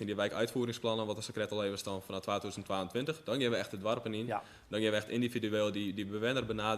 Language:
Western Frisian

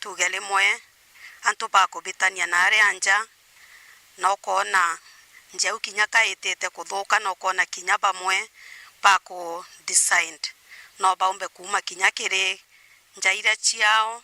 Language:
Meru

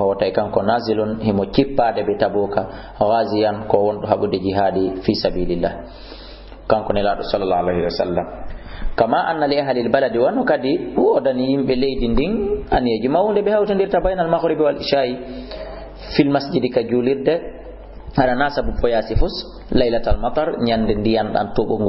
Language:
Fula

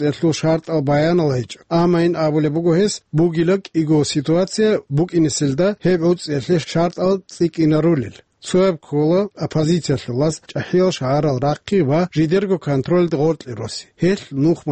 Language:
Avaric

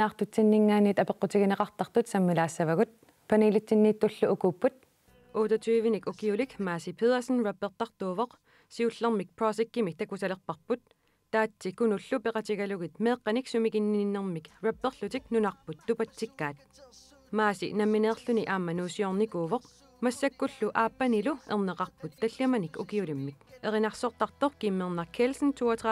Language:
Kalaallisut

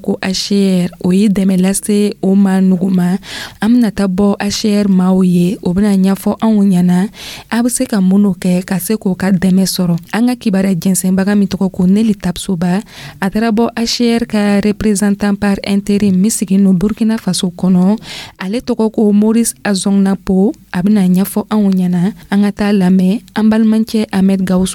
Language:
Dyula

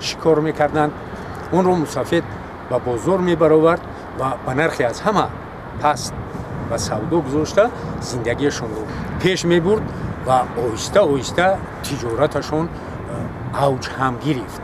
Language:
Tajik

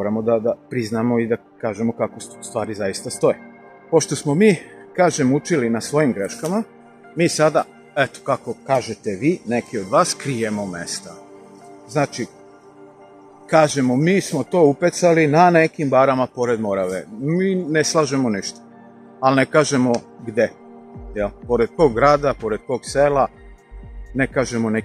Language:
Serbian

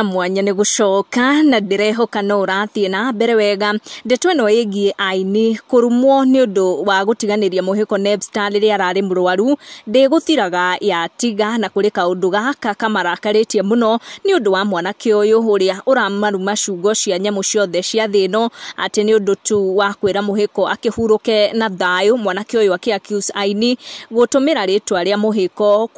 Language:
Kikuyu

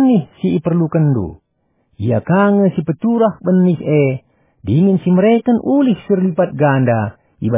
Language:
Batak Karo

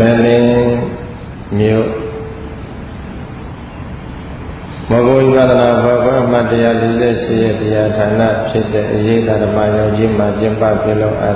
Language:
Burmese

